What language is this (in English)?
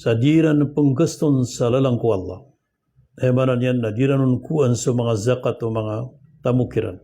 Maranao